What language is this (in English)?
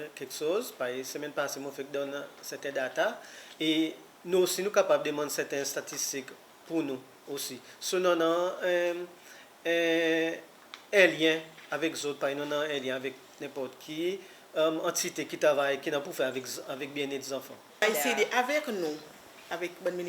Seselwa Creole French